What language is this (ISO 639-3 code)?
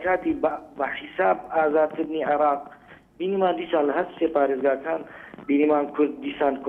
ckb